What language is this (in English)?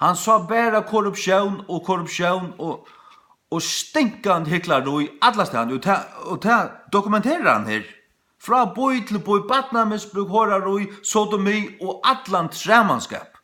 Faroese